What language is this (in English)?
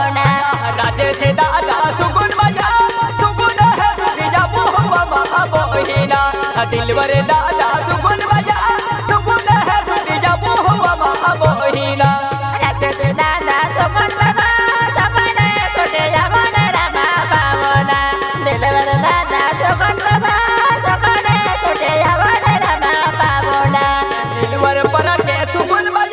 Bhojpuri